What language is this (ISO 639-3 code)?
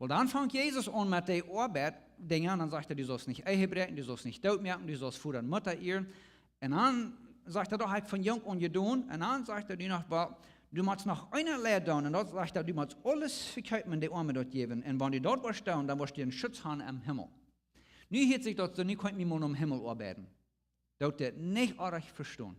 pdt